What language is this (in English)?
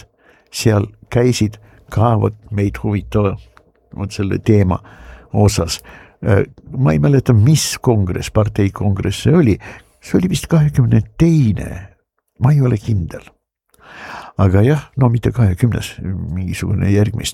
Estonian